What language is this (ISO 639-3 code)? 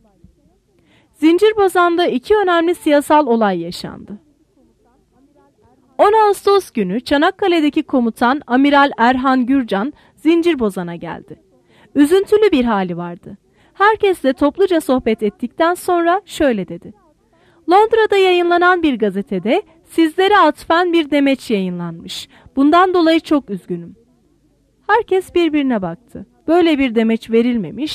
tur